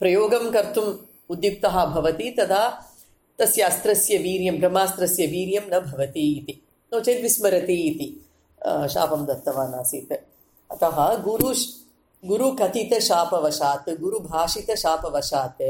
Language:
Sanskrit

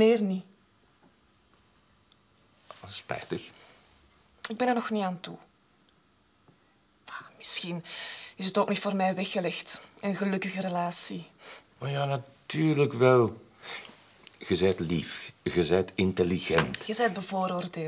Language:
Dutch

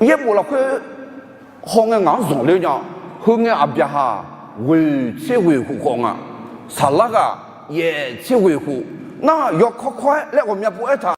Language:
Akha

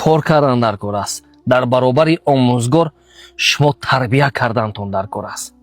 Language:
Tajik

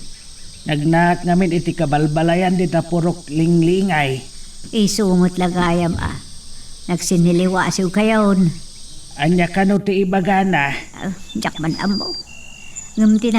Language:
Iloko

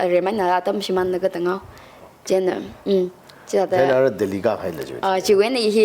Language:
Tangkhul Naga (India)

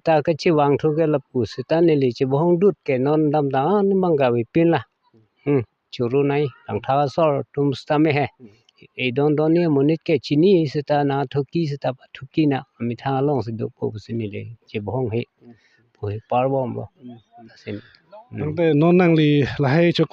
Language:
Karbi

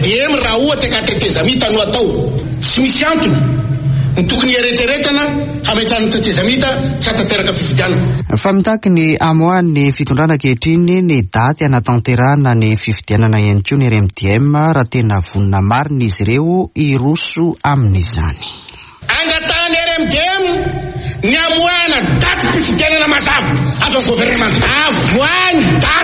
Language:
Malagasy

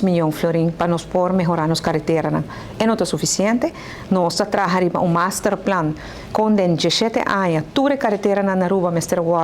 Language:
Papiamento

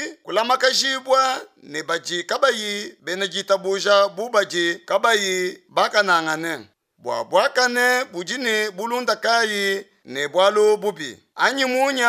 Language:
Luba-Lulua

